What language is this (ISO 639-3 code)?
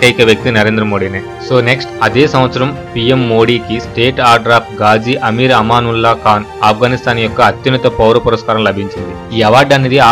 tel